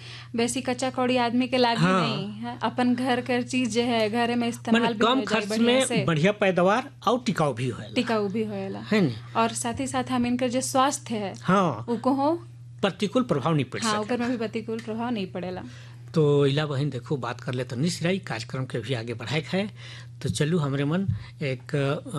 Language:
Sadri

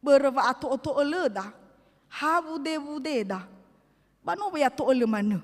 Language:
Nias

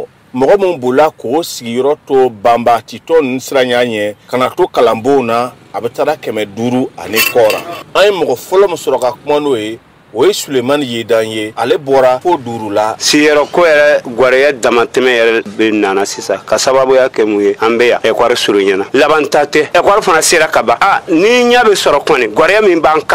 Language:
Bambara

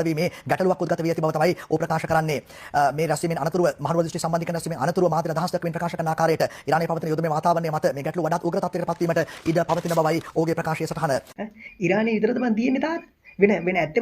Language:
Sinhala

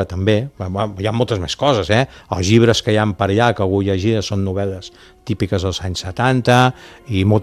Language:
Catalan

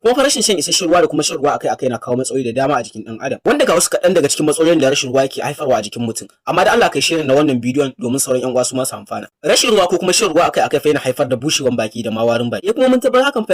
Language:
Hausa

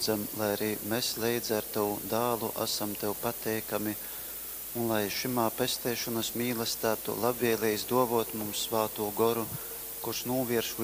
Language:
Latgalian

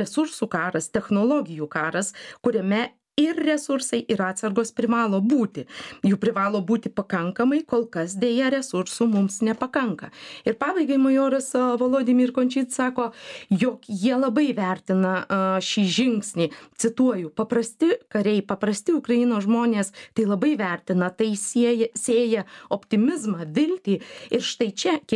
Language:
Lithuanian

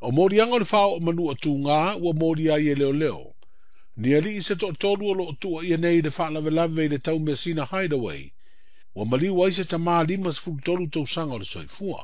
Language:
Samoan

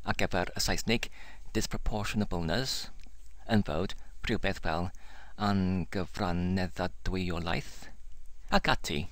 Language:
Welsh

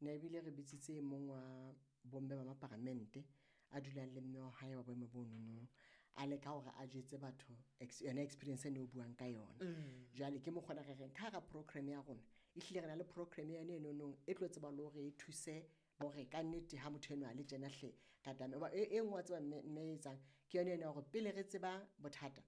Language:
Southern Sotho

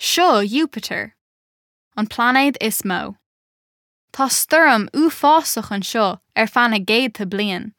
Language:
Irish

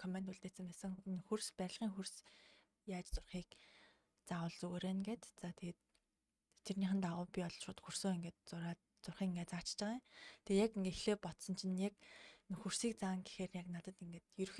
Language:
Mongolian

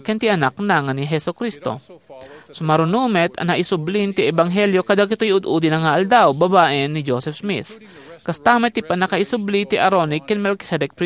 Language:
Iloko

